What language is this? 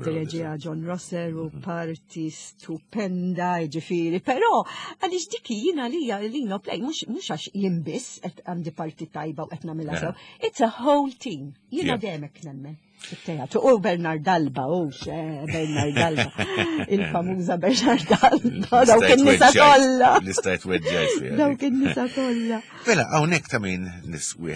Maltese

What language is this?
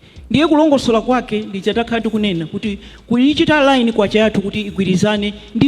Nyanja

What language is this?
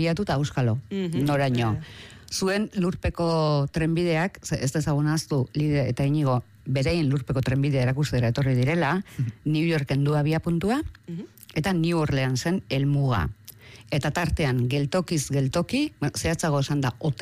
Basque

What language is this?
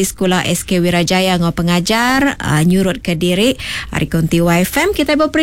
Iban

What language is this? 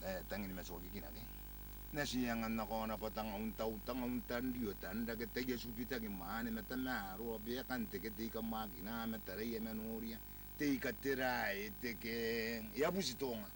Gilbertese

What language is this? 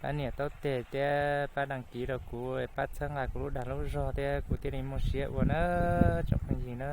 Hmong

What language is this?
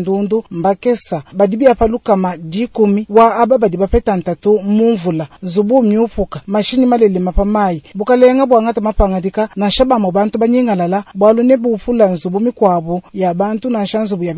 Luba-Lulua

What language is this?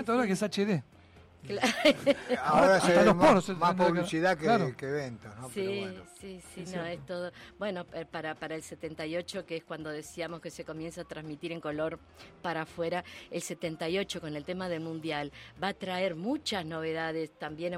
Spanish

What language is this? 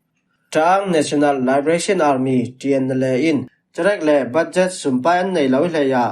Falam Chin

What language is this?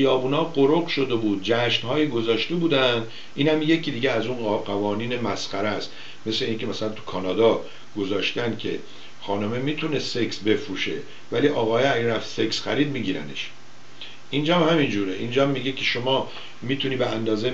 Persian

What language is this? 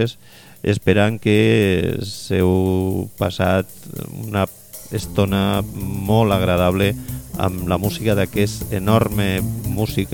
Catalan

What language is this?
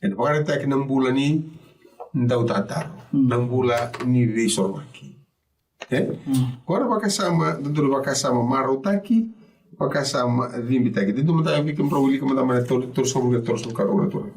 Fijian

